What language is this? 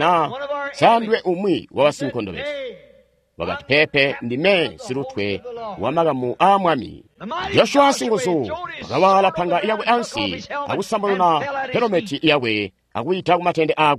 Tonga (Zambia)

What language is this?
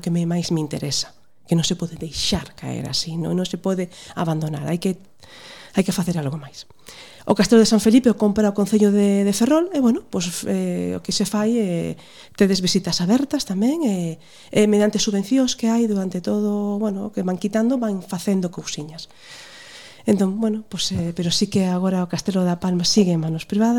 Galician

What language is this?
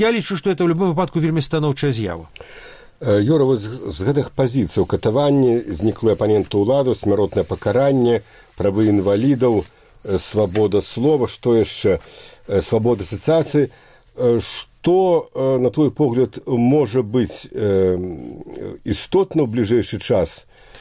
Belarusian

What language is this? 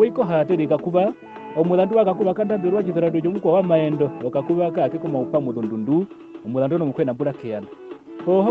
Herero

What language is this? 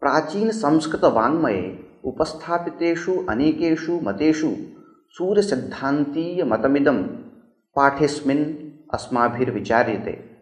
Sanskrit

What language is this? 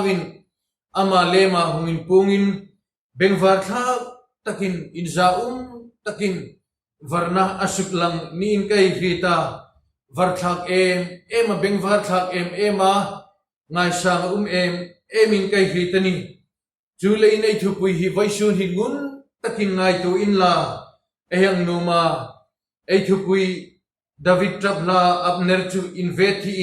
Hmar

